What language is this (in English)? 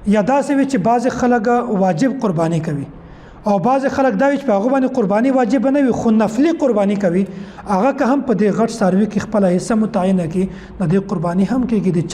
Pashto